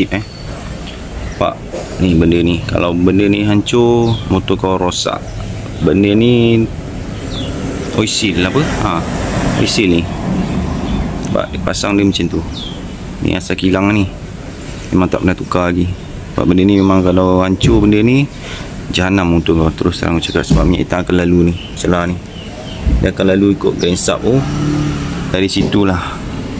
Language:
Malay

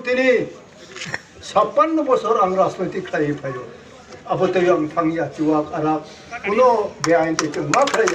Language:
Kok Borok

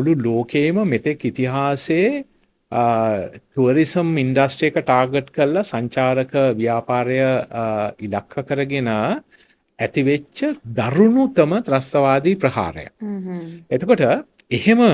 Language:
Sinhala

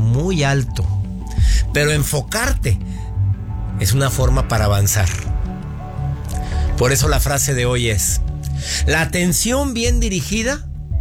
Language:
Spanish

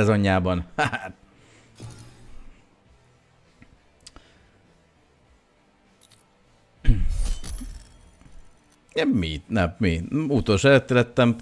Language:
Hungarian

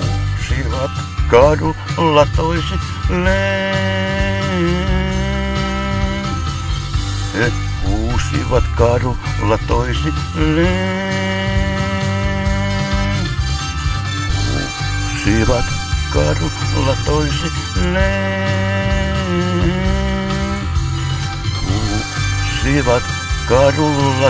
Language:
Finnish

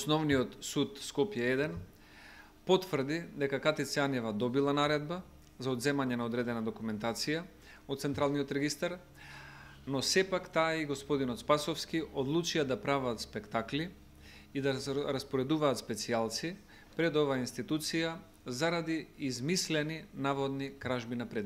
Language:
Macedonian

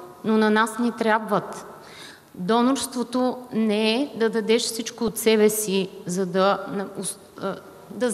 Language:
Bulgarian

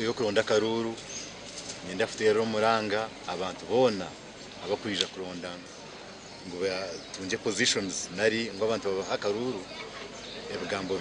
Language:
Nyankole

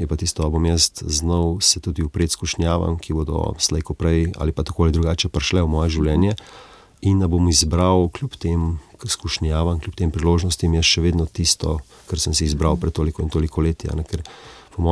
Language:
Slovenian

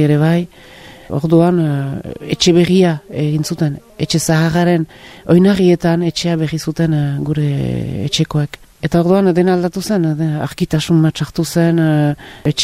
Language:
Basque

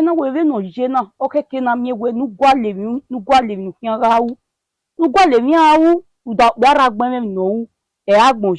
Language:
Bini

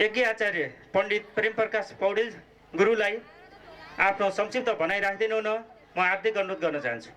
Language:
Nepali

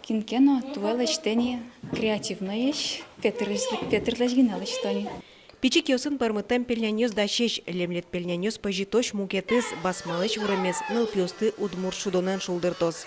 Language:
Udmurt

